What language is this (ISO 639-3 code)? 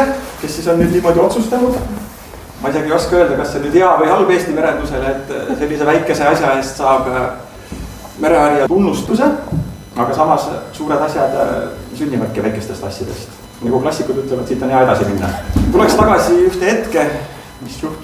est